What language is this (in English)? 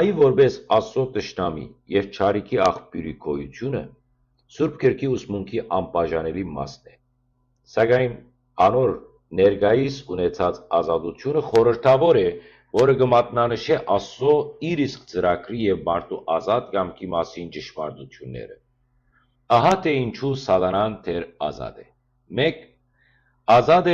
Western Armenian